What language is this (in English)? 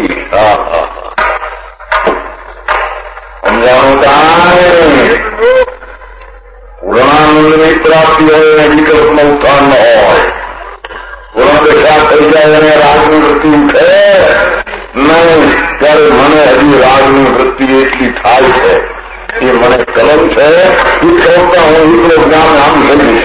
Gujarati